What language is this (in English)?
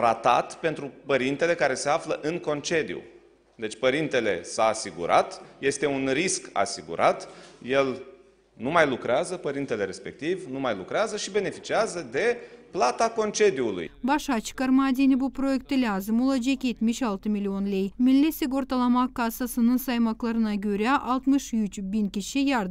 Gagauz